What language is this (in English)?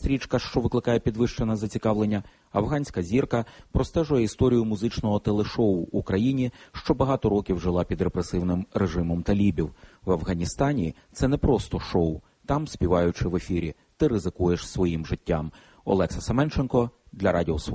Ukrainian